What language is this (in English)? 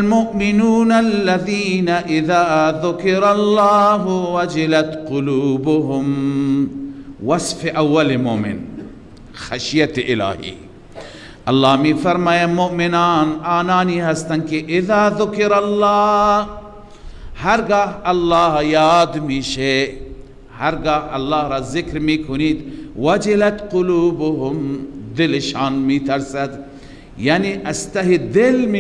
Persian